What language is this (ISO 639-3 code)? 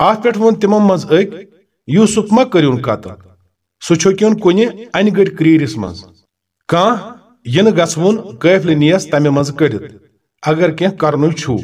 kas